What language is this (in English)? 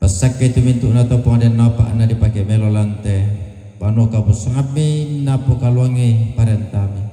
Toraja-Sa'dan